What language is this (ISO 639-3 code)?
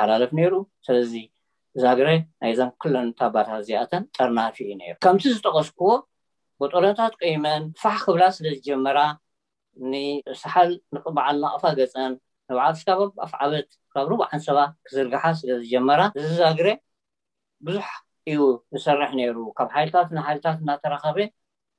tir